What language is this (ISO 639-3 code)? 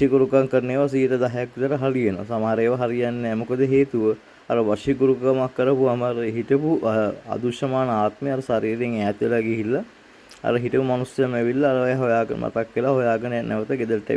sin